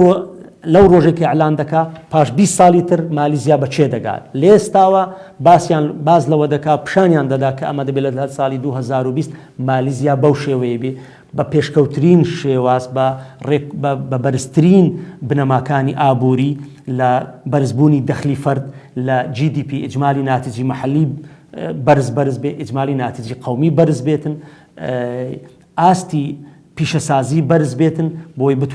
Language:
Central Kurdish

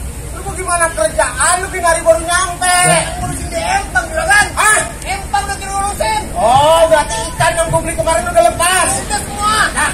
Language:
Betawi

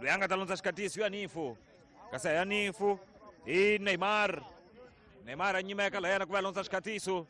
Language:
Tsonga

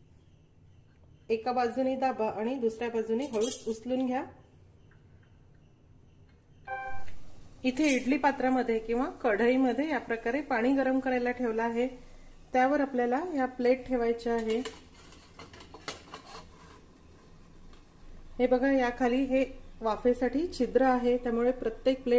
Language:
Marathi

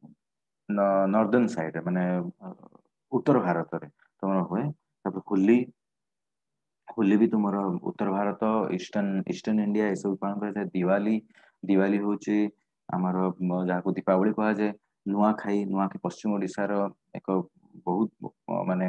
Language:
Odia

